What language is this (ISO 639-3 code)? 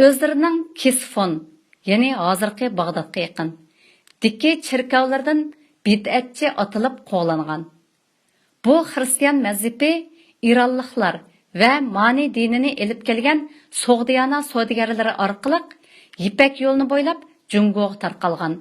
uig